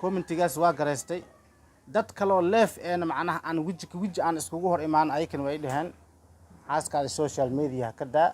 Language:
Somali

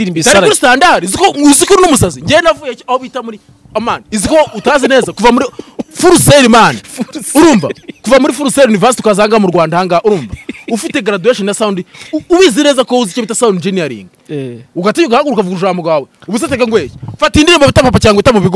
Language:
Kinyarwanda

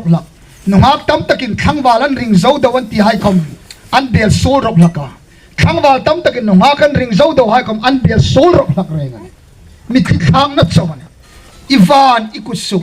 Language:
Hmar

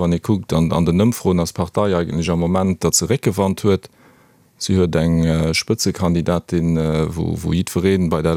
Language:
Luxembourgish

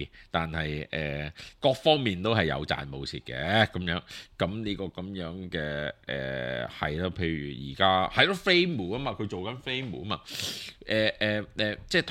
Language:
Cantonese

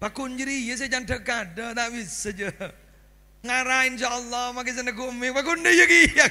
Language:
Madurese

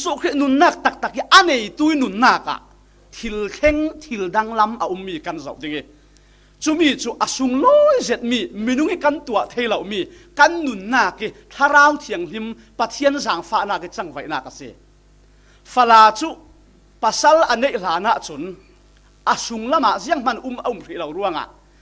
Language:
Falam Chin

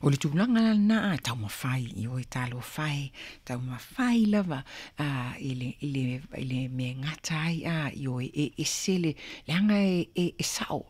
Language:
Samoan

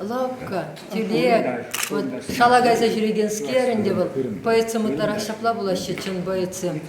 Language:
Chuvash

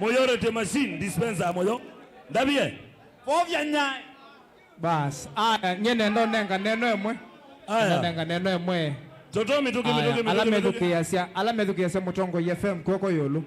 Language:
Kamba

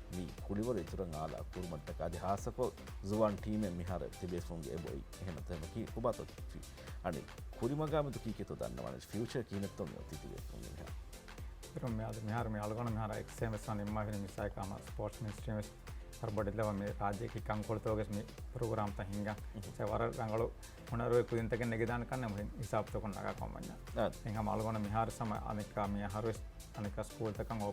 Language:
Divehi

